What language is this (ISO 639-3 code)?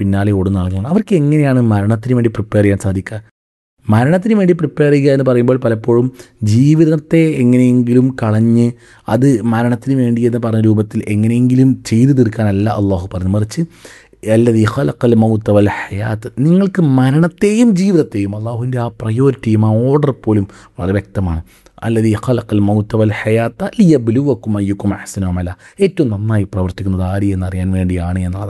mal